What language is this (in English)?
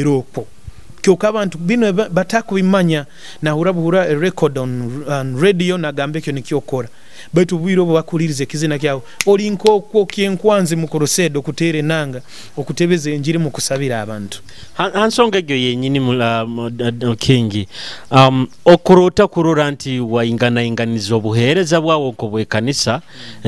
Nyoro